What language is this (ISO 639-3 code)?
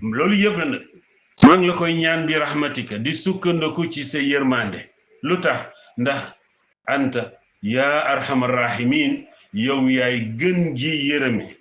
wol